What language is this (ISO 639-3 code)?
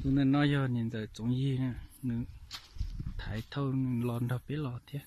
hmn